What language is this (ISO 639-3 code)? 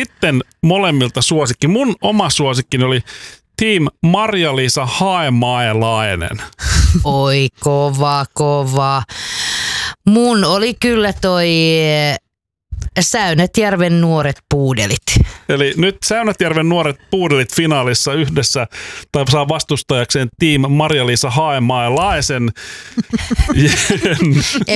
fin